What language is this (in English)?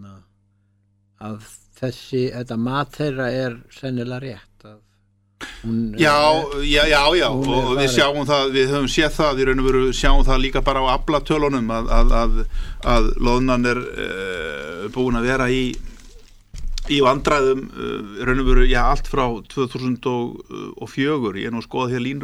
Icelandic